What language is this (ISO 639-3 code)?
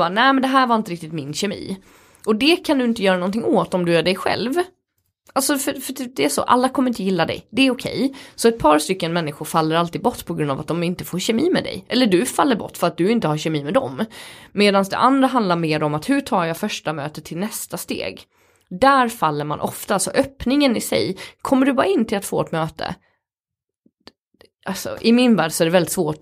swe